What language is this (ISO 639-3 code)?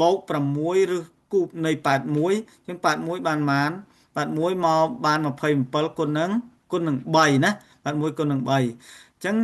khm